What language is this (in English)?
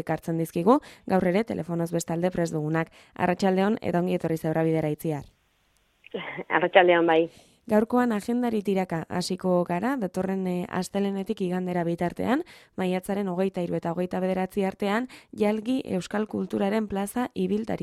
Basque